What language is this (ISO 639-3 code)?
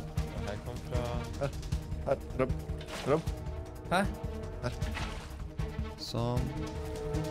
nor